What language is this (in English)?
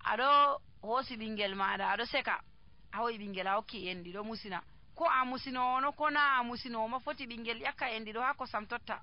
Nigerian Fulfulde